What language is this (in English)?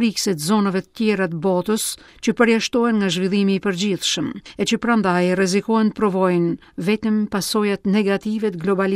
Albanian